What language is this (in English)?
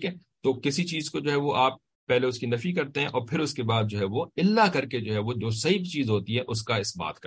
Urdu